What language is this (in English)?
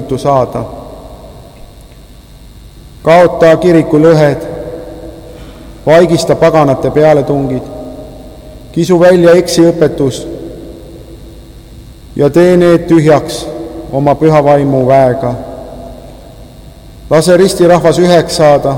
Estonian